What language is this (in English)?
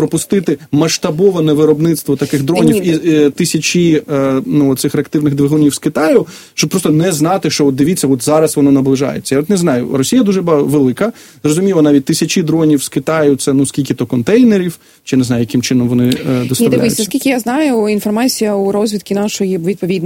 Ukrainian